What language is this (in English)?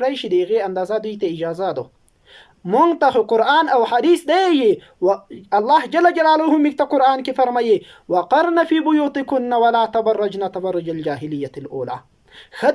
Pashto